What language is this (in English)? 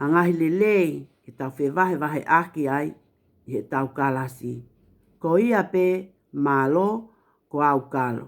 Tongan